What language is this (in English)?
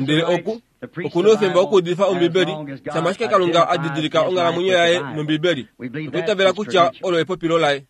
Kuanyama